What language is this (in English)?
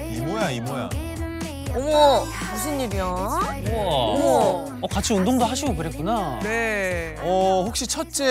Korean